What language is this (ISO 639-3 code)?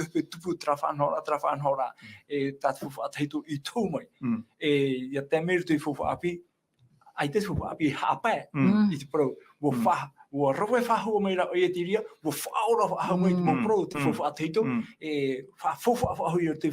tah